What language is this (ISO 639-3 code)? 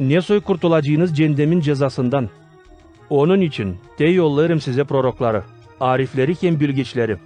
gag